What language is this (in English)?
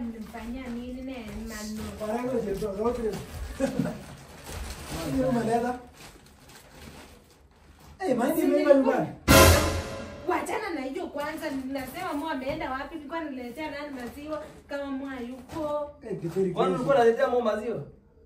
Swahili